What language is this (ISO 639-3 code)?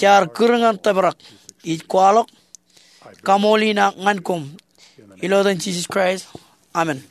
mah